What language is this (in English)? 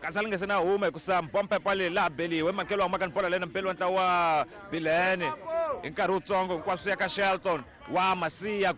Tsonga